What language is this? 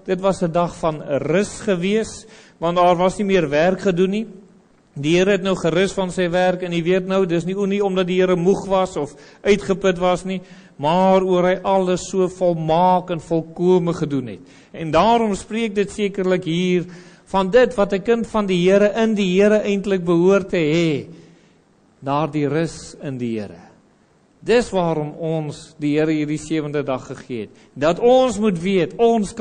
Afrikaans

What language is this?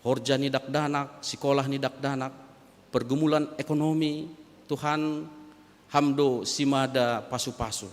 Batak Simalungun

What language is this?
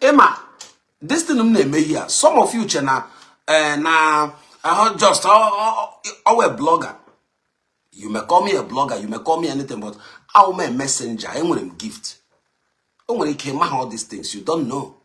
Igbo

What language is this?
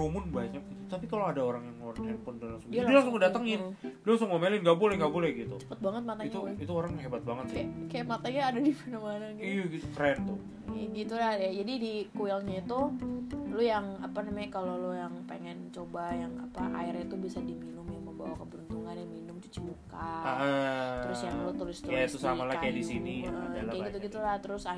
Indonesian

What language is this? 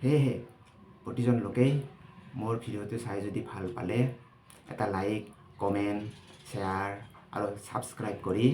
Assamese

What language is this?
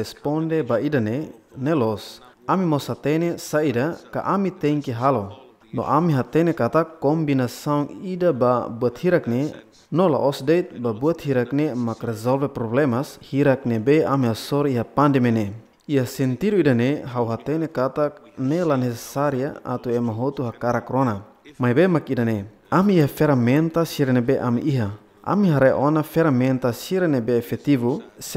Tetum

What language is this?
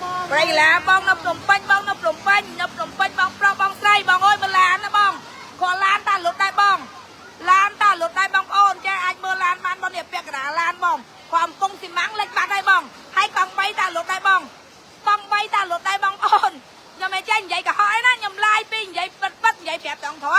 Khmer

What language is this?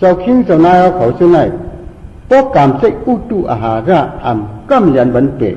Shan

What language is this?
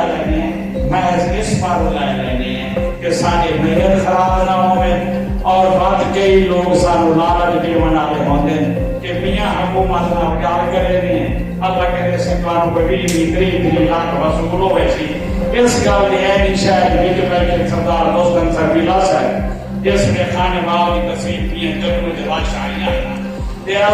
Saraiki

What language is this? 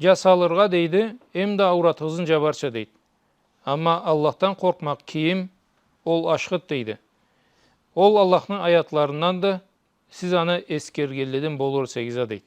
Karachay-Balkar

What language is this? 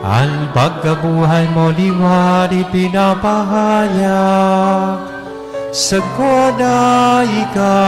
Bikol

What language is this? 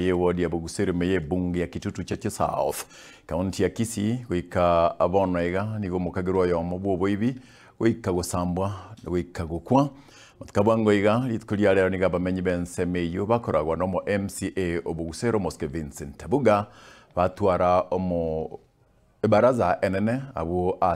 Gusii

